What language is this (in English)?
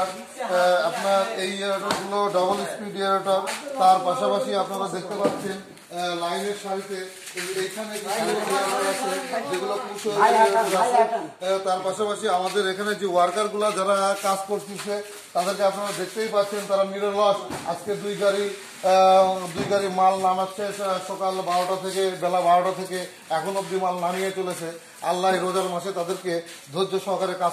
Bangla